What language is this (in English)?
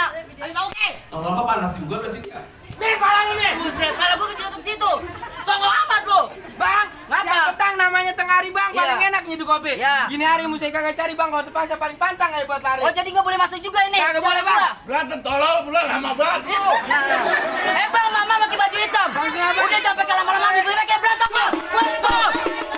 Betawi